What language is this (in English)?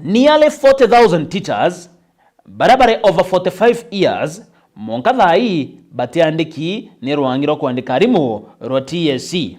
Meru